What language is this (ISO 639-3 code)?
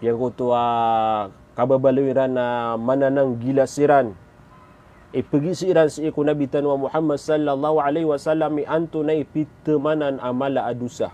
mrw